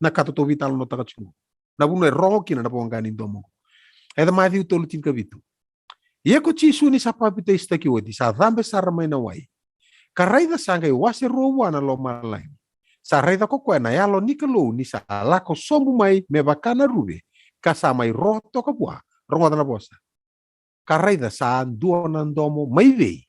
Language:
Fijian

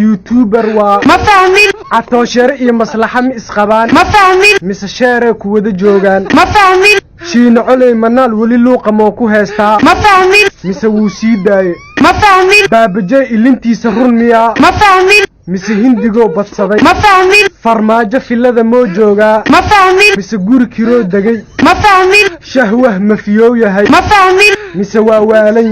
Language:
Somali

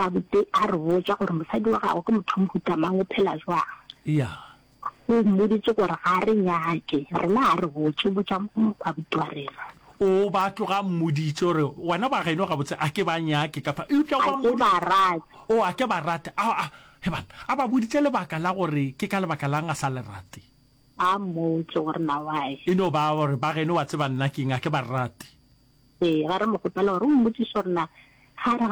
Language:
Northern Sotho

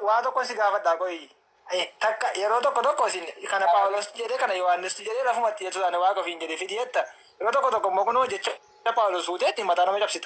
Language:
Oromo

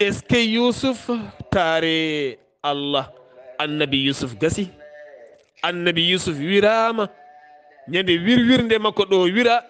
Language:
Fula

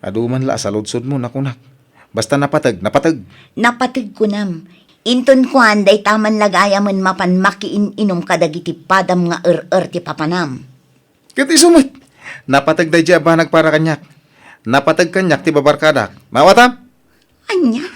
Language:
Iloko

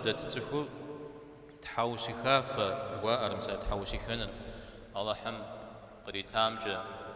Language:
Kabardian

